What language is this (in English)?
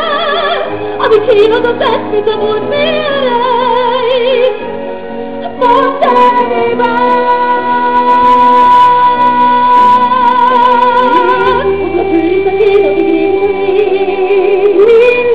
Hungarian